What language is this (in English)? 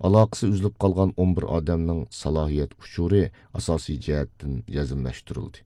Uyghur